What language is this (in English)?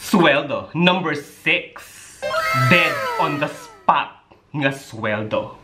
Hiligaynon